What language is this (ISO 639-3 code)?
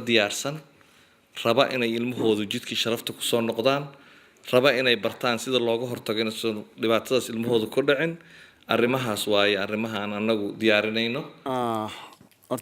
som